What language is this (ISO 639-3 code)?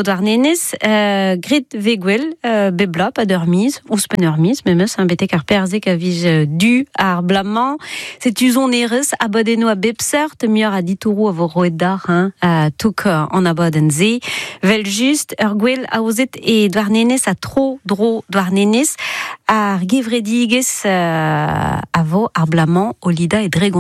bre